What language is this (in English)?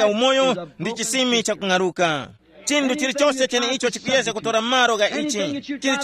Tumbuka